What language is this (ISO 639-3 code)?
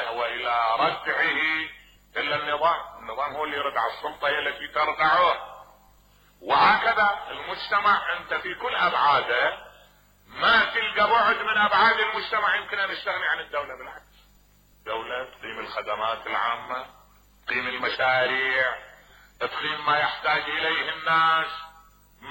acm